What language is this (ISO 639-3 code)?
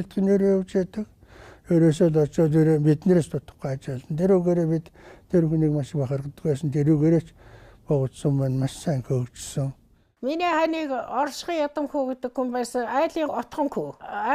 mon